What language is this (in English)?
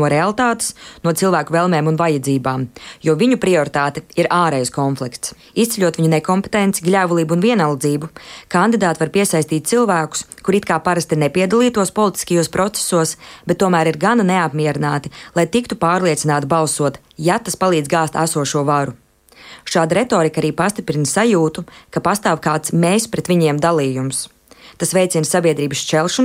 Latvian